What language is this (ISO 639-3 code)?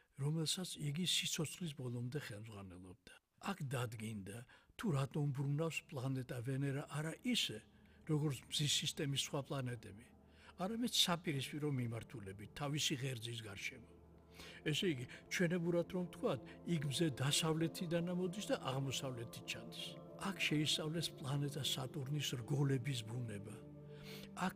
kat